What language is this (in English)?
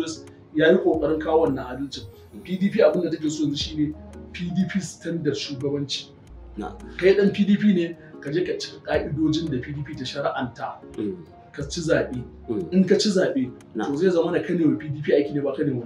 Hausa